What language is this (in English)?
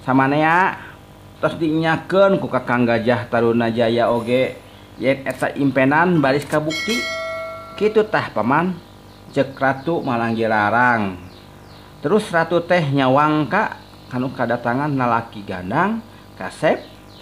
Sundanese